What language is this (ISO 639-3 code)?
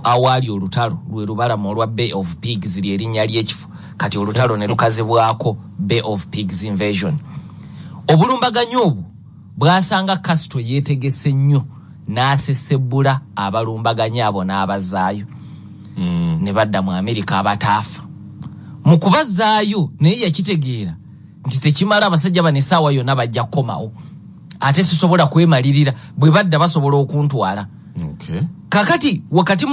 lug